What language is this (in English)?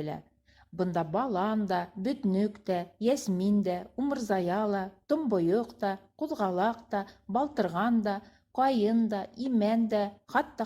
Bashkir